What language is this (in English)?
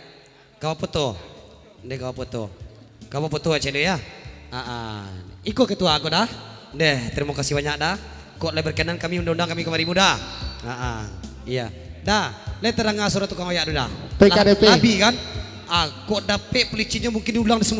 Minangkabau